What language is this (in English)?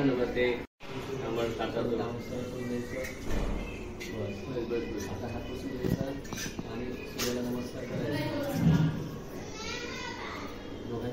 Marathi